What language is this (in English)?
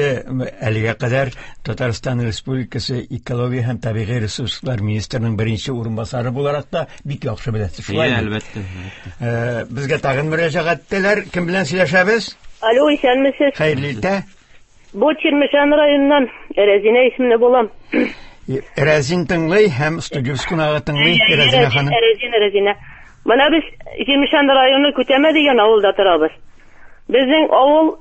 Tatar